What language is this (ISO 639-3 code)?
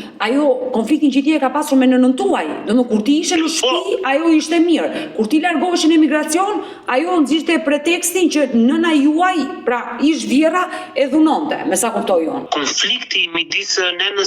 sqi